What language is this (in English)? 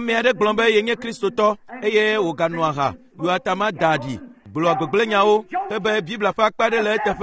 Ewe